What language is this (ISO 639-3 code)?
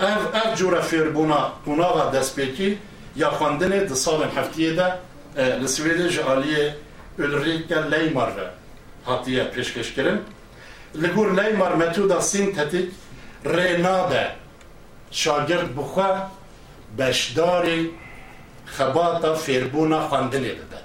kur